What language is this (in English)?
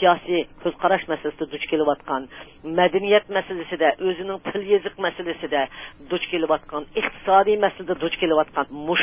Uyghur